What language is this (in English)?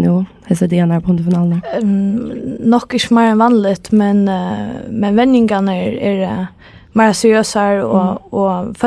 Faroese